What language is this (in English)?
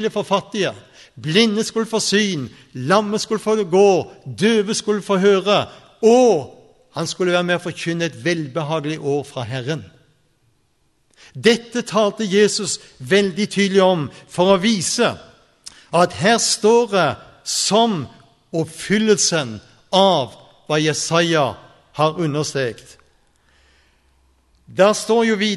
Norwegian